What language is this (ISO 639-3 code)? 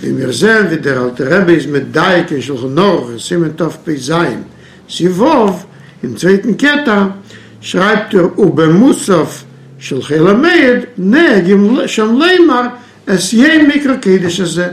yid